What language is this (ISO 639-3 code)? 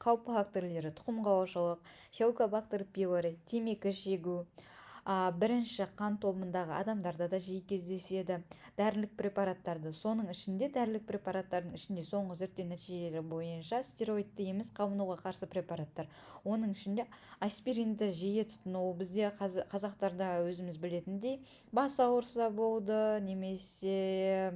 kaz